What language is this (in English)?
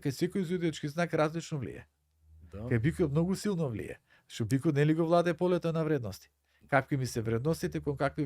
Macedonian